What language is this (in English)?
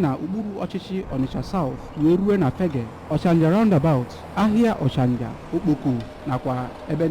Igbo